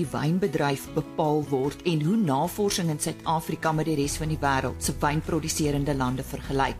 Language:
Afrikaans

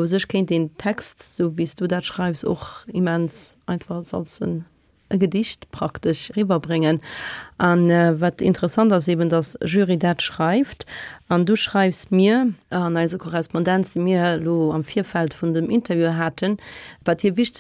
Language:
Luxembourgish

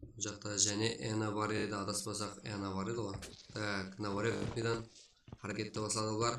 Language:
Kara-Kalpak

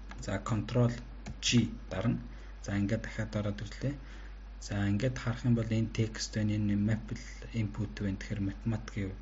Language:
Mongolian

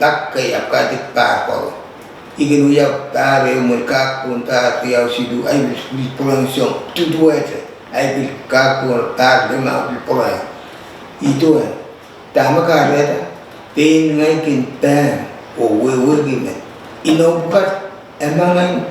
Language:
Pohnpeian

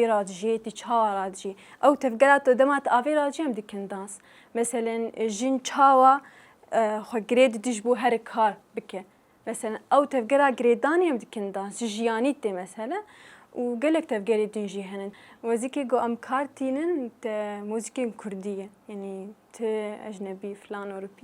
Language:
Kurdish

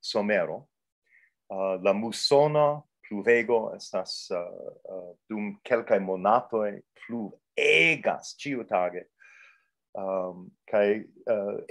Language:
Esperanto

